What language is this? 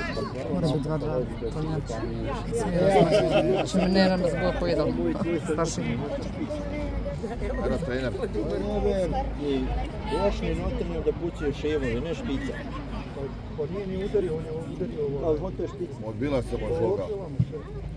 Croatian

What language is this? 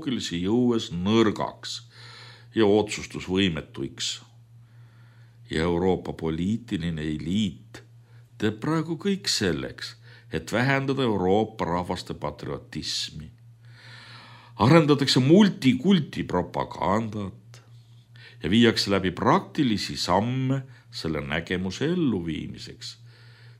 Estonian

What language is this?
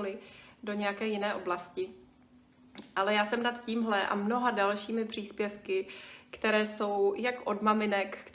Czech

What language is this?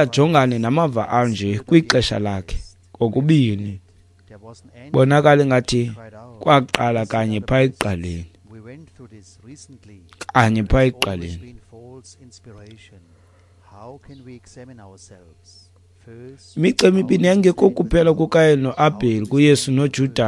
Xhosa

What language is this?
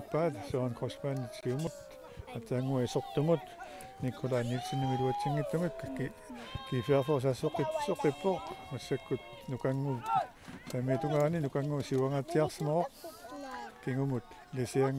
Kalaallisut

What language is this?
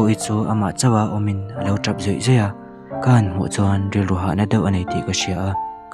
Mizo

